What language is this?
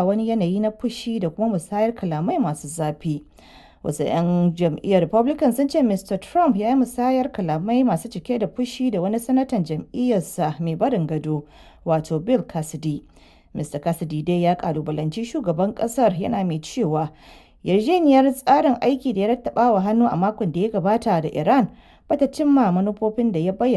Hausa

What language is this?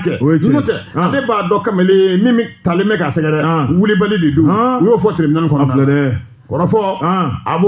Bambara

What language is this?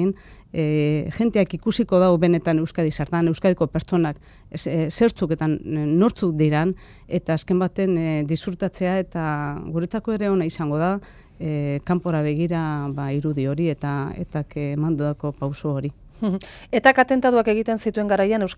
Basque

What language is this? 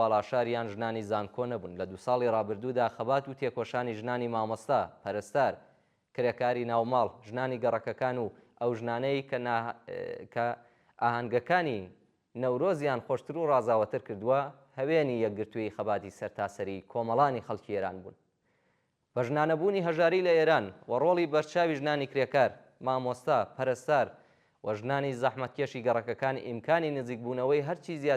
Central Kurdish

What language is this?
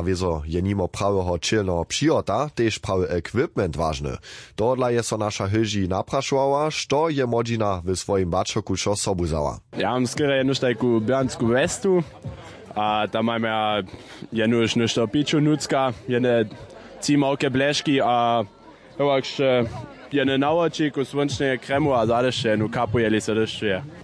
Upper Sorbian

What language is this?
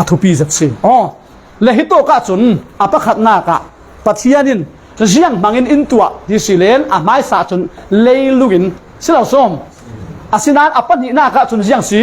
Falam Chin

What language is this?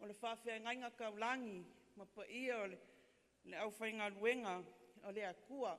Samoan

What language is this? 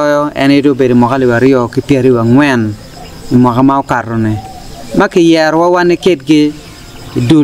Acoli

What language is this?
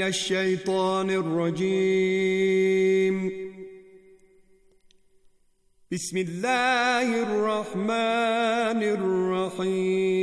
Bangla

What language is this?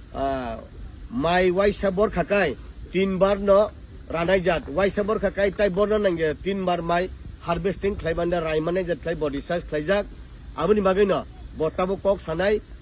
Kok Borok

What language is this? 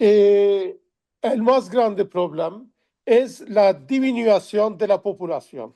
Ladino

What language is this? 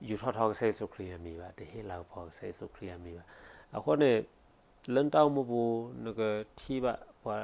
S'gaw Karen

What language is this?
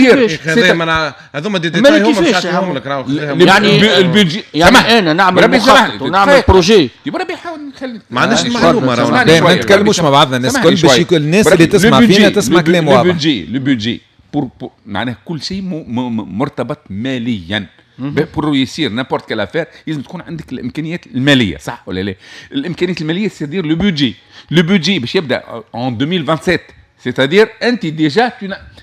Tunisian Arabic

